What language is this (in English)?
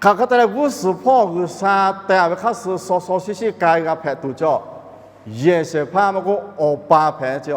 Lahu